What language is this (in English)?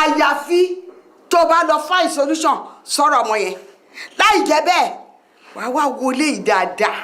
Yoruba